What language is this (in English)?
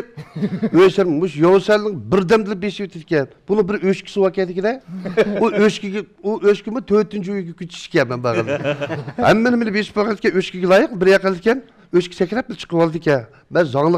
Uyghur